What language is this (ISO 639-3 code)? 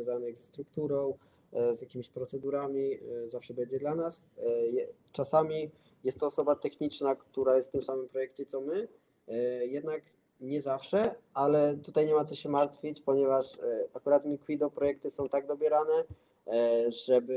pol